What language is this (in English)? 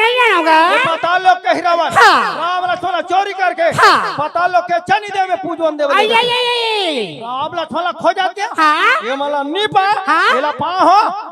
Chhattisgarhi